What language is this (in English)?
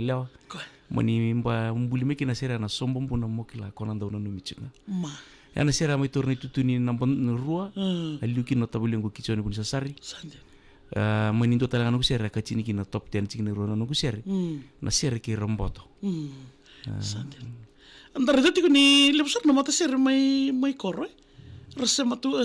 Fijian